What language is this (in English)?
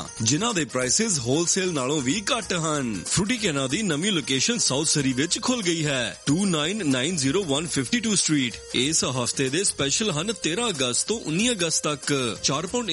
Punjabi